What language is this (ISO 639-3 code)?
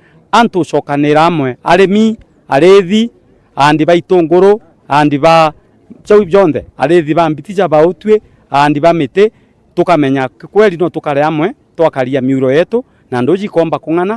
mer